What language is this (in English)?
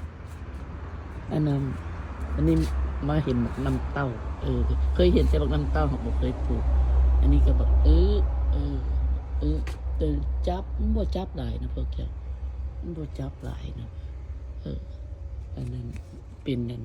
Lao